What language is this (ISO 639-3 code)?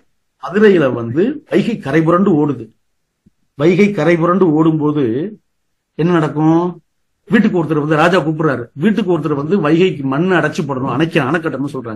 tam